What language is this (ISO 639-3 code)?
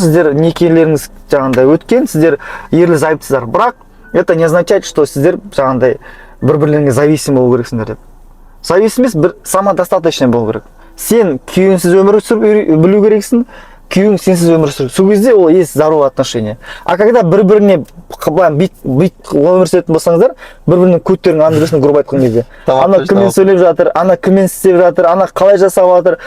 kaz